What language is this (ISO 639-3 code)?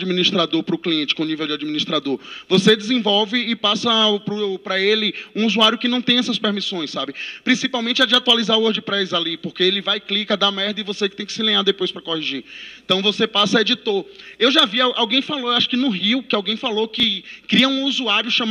por